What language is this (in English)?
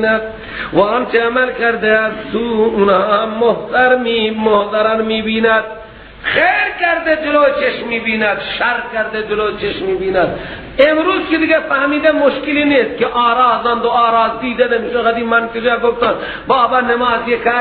Persian